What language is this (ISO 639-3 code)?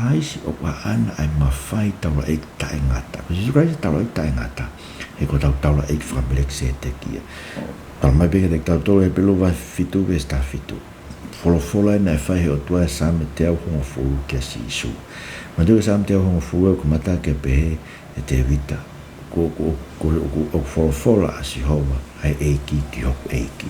ton